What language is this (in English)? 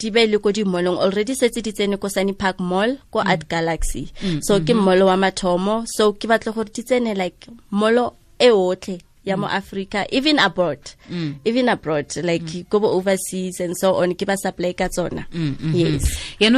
Tswana